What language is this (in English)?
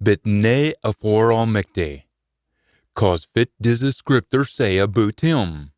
Scots